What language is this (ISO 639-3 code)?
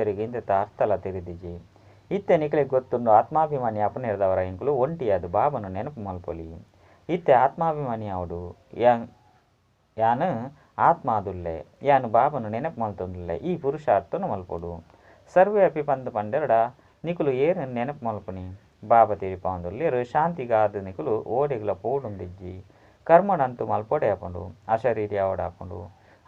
tcy